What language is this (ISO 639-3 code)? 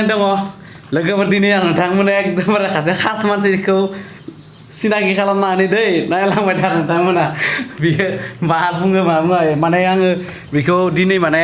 brx